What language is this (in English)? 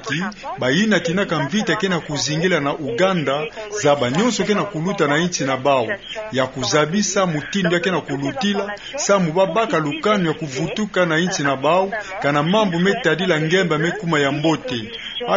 Kituba (Democratic Republic of Congo)